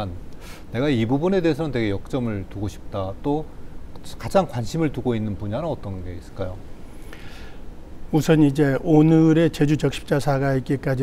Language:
Korean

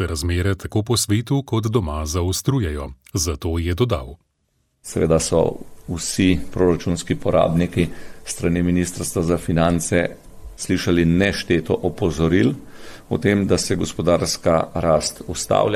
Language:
Slovenian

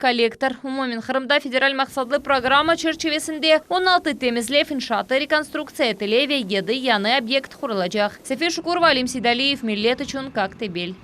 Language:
Crimean Tatar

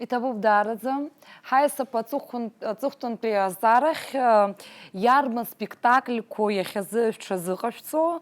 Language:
Abkhazian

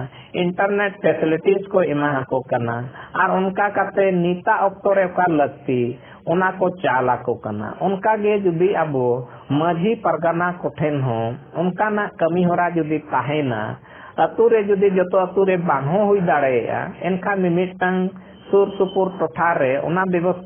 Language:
Santali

